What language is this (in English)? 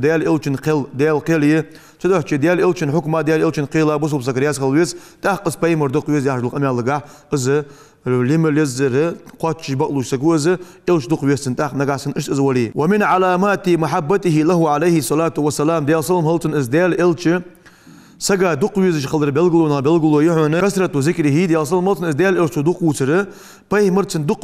Ingush